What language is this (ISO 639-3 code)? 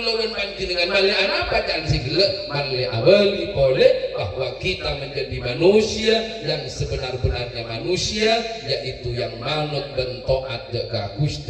mad